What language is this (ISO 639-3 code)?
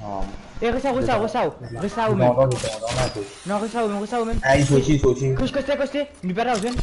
mfe